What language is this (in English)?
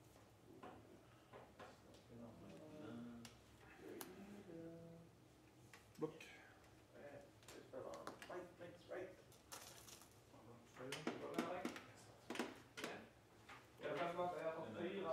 Swedish